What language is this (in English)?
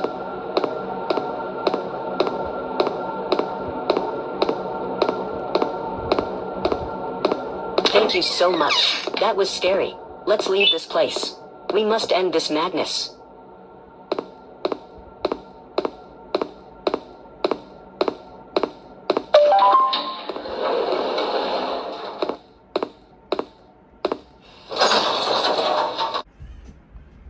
English